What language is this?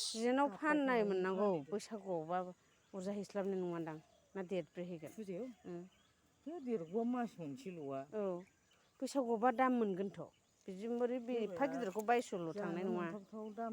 Bodo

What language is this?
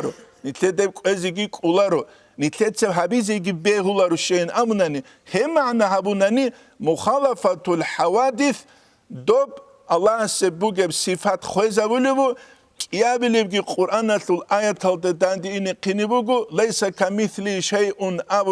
Avaric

